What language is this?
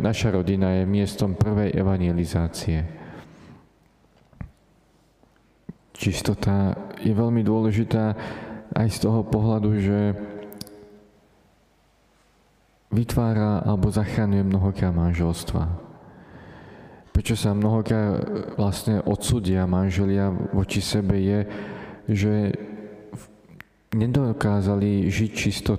Slovak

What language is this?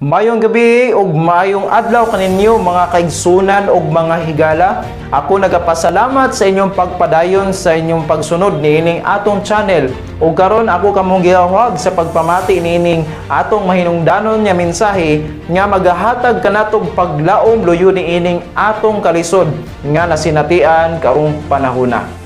Cebuano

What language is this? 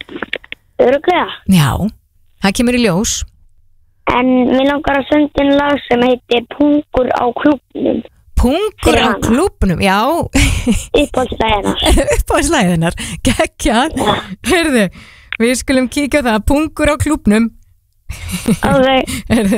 Icelandic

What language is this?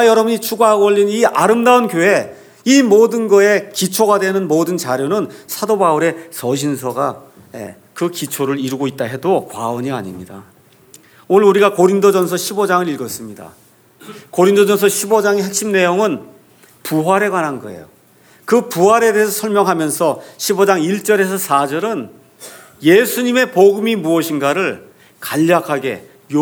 Korean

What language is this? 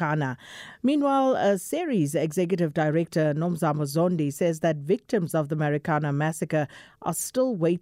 English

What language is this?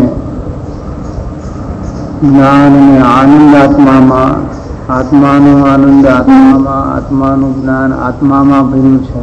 Gujarati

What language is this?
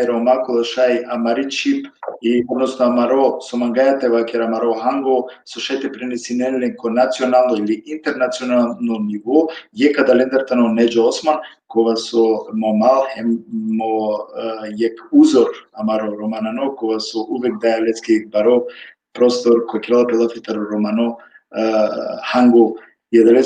Balkan Romani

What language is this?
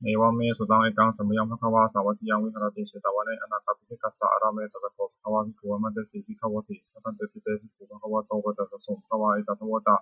Pali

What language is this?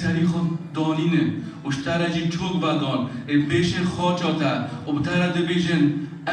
Kurdish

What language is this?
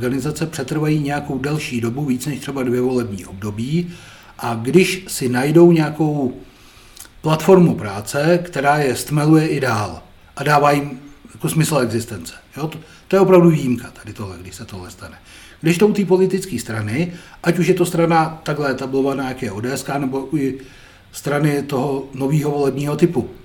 Czech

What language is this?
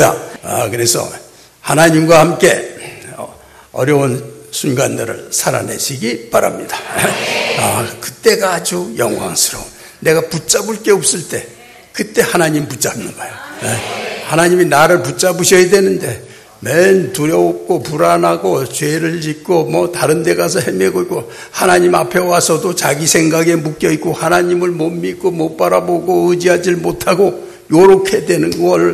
Korean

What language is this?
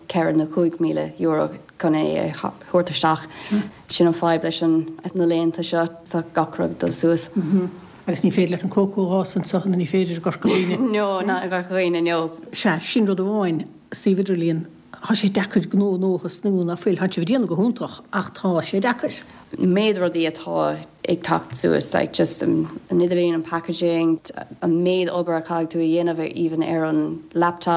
Irish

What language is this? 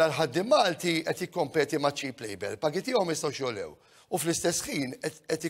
Maltese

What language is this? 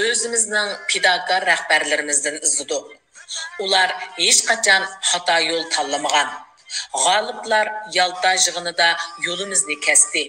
Uyghur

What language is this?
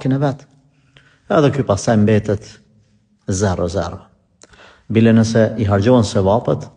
Albanian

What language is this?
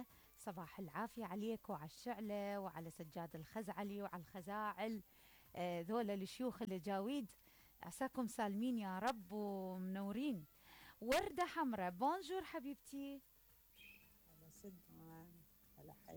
Mesopotamian Arabic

